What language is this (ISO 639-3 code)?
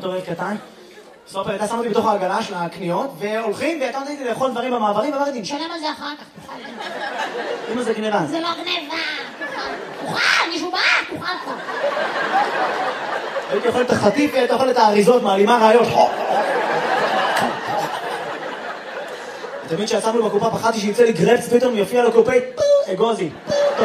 heb